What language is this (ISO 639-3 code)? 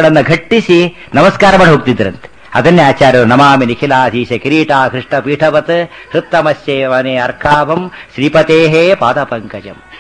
kan